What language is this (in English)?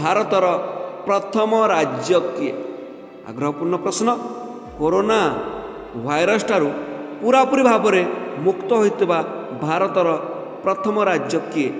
Odia